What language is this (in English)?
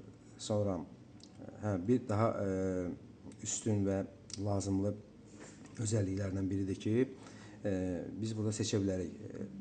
Azerbaijani